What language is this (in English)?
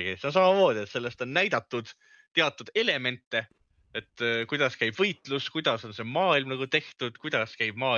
Estonian